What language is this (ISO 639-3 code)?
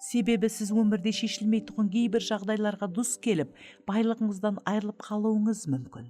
kaa